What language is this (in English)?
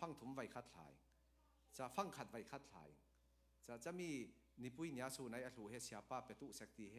Falam Chin